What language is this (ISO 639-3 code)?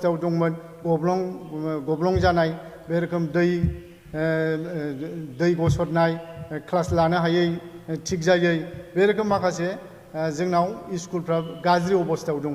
brx